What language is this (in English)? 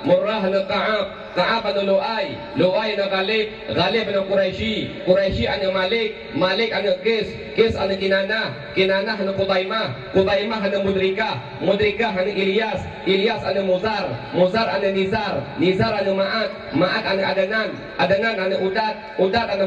Achinese